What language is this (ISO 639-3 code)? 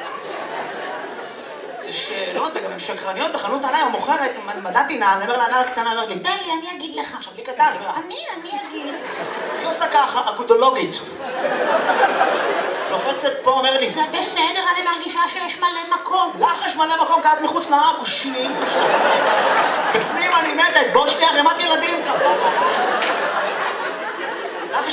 heb